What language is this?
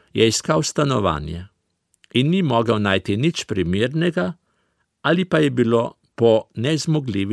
Slovenian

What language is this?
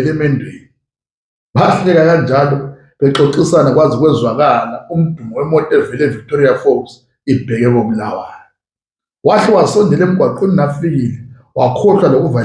North Ndebele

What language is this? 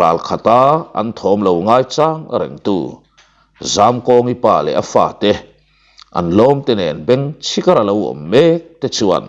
Mizo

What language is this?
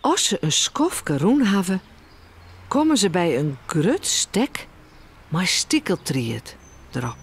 Western Frisian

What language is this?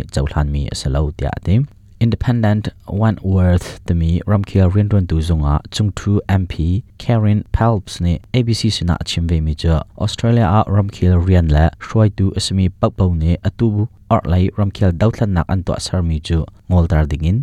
Hakha Chin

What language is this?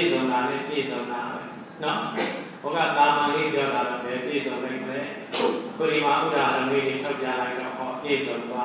Burmese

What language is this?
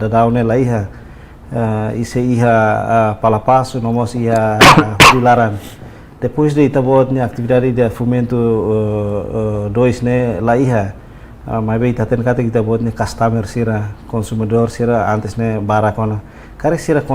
Tetum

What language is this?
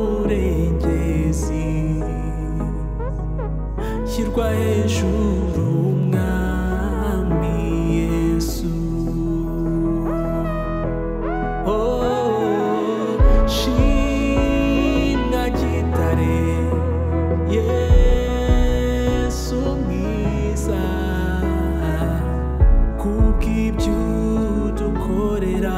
Kinyarwanda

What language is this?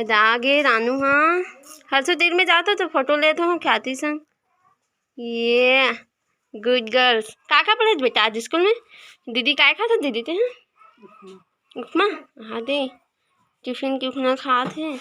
Chhattisgarhi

